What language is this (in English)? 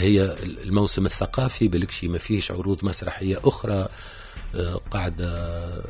Tunisian Arabic